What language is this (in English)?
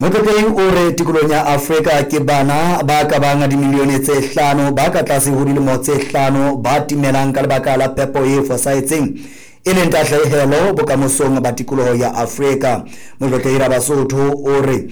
Southern Sotho